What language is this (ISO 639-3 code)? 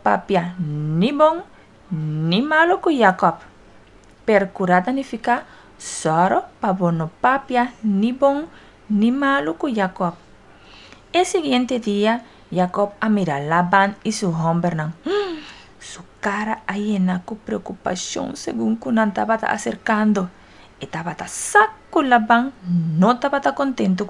pap